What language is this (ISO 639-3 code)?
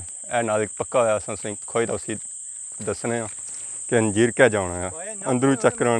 phr